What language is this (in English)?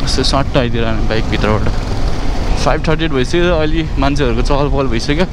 Nepali